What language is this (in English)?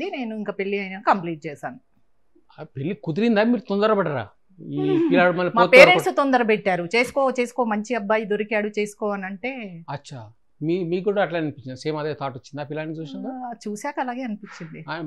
Telugu